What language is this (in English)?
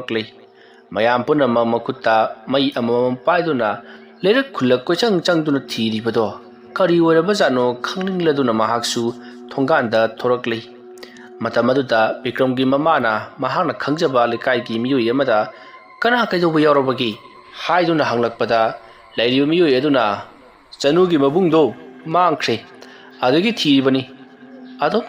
Manipuri